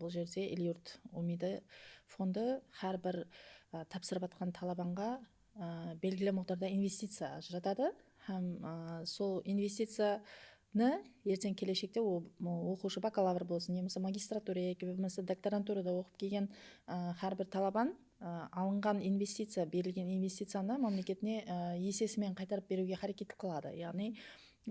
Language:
Kara-Kalpak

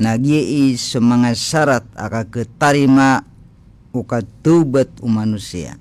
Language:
Maranao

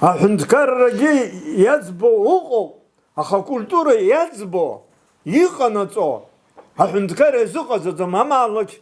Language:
Abkhazian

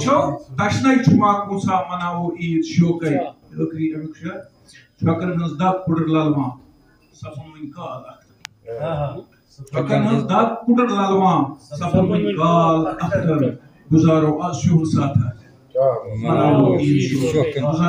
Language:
Kashmiri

